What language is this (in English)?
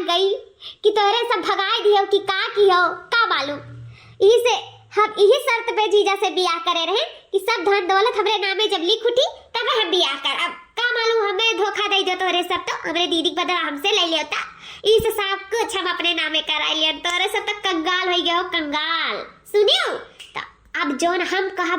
Awadhi